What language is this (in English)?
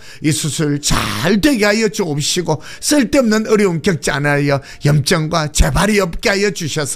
Korean